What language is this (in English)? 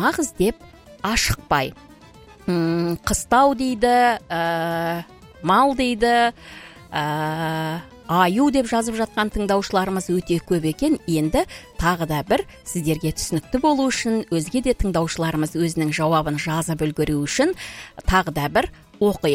Kazakh